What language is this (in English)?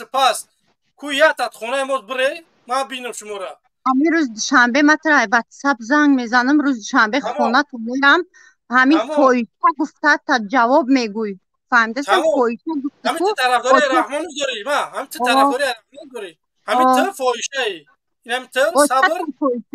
Tajik